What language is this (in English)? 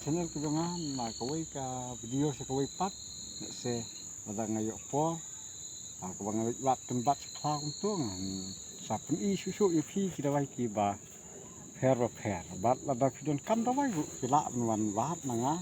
Khasi